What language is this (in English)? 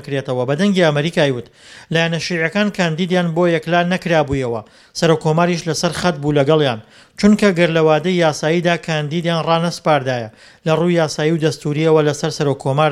Central Kurdish